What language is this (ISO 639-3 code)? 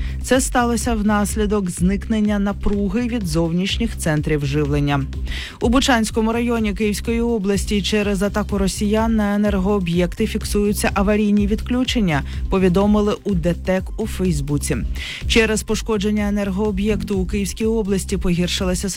ukr